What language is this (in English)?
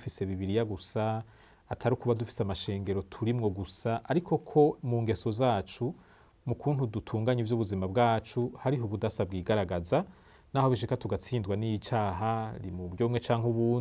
Rundi